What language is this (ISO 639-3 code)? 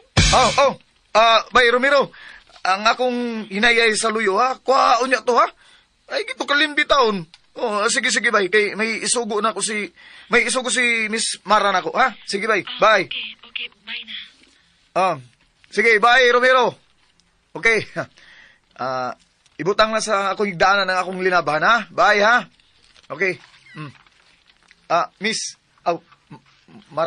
ceb